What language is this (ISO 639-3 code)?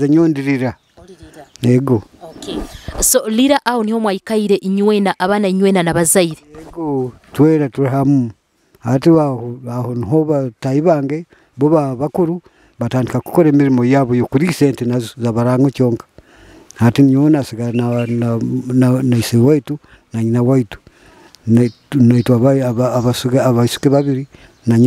nyo